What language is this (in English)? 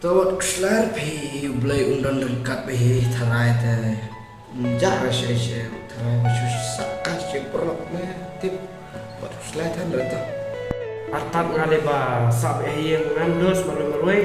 Khasi